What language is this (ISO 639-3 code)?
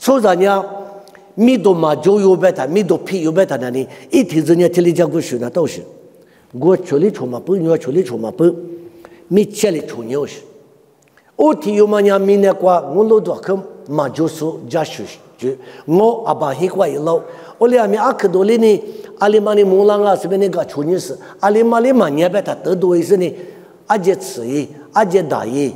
lis